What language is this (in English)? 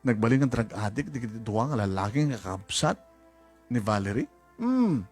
Iloko